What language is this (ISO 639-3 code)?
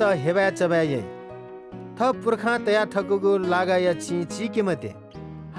new